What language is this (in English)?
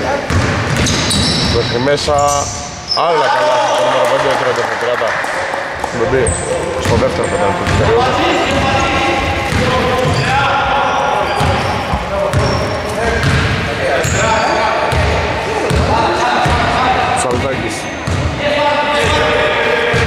Greek